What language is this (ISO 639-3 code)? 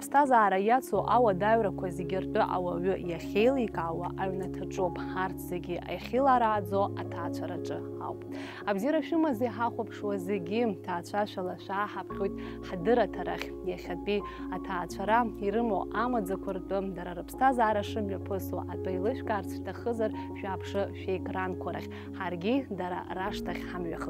abk